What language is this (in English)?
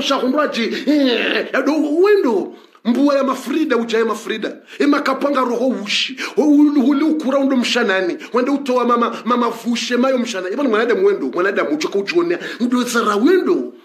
Swahili